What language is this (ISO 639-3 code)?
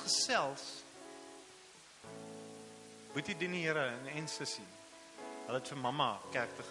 afr